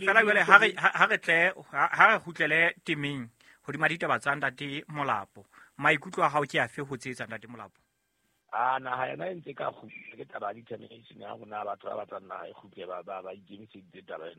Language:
Southern Sotho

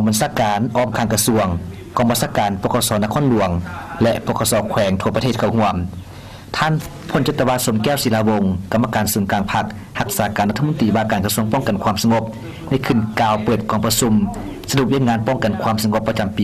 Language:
Lao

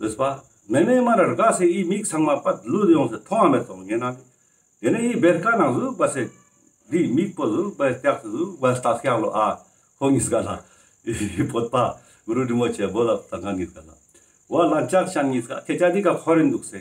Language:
Ladakhi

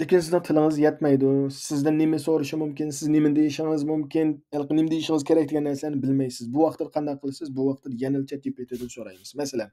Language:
Uyghur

